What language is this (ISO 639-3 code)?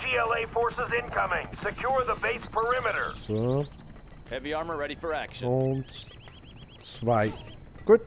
gsw